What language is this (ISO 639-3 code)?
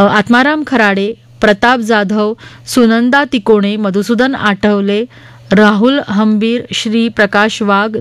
mar